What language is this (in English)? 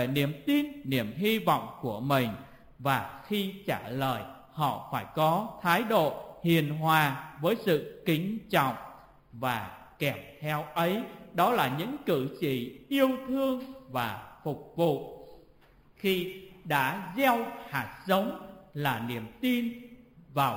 Vietnamese